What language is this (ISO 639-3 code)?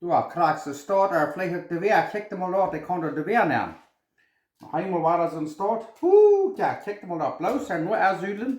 pdt